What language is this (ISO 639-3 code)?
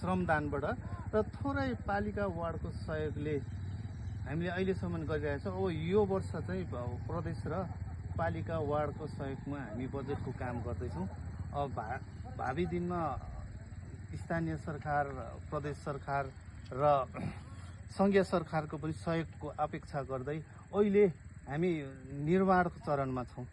nep